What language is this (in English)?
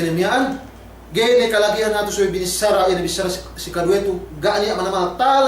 Yakan